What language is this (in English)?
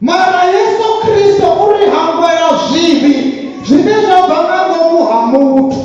Venda